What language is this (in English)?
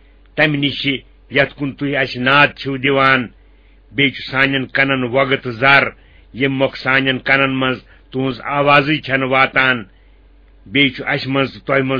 Kashmiri